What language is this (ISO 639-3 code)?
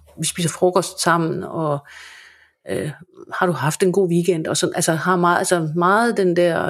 dan